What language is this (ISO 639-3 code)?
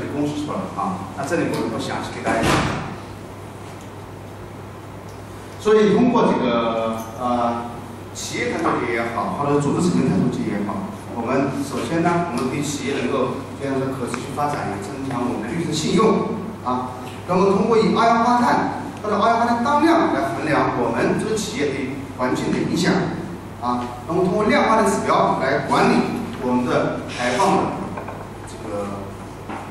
zho